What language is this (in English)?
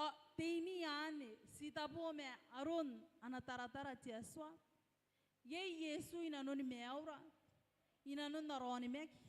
Gilbertese